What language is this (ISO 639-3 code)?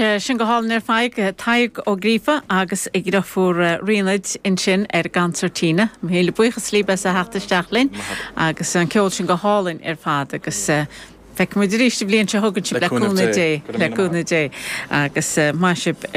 gle